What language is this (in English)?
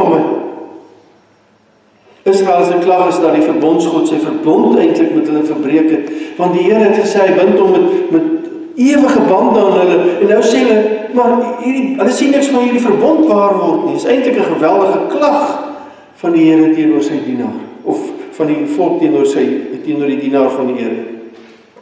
Afrikaans